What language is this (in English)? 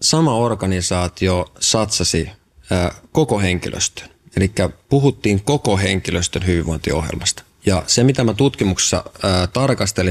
Finnish